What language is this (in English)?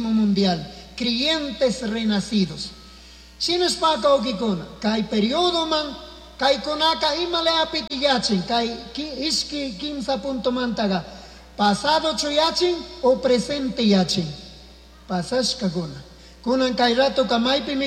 Chimborazo Highland Quichua